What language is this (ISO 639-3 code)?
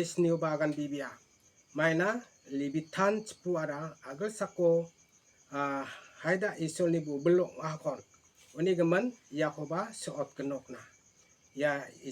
grt